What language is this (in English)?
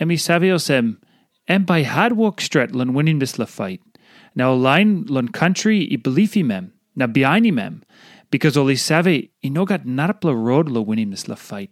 Tok Pisin